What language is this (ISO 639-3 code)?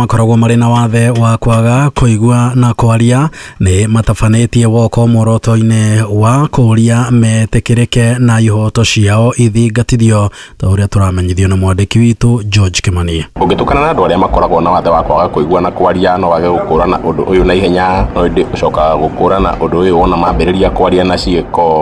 kik